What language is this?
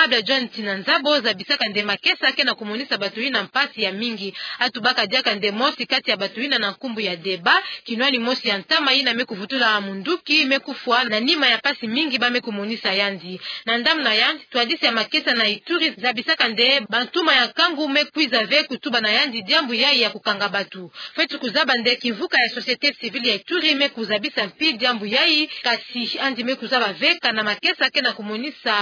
Kituba (Democratic Republic of Congo)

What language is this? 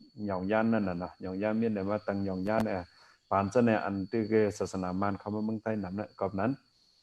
Shan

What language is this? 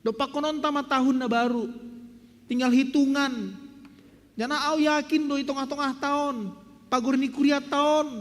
Batak Simalungun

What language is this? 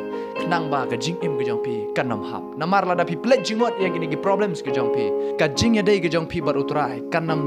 Khasi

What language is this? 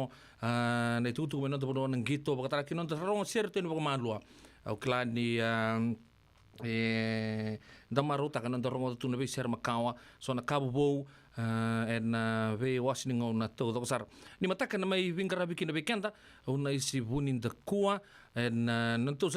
Fijian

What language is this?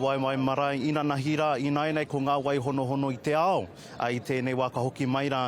Māori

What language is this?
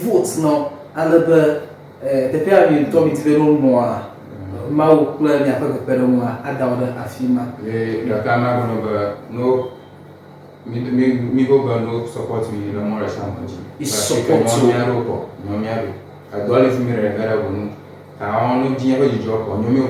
Ewe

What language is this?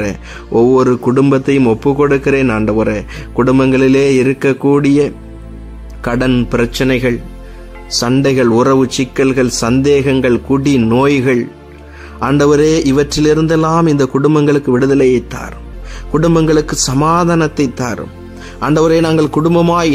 Tamil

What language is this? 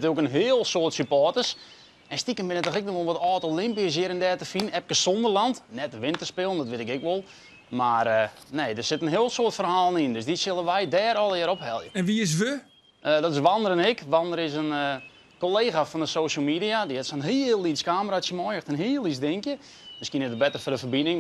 Western Frisian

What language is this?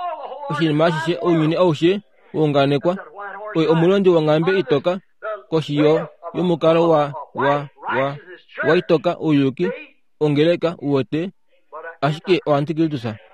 Kuanyama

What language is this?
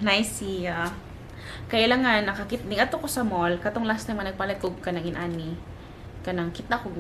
Cebuano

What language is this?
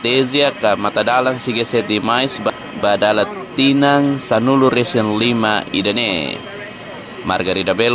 Tetum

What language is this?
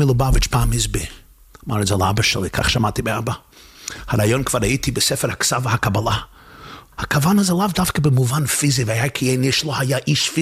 Hebrew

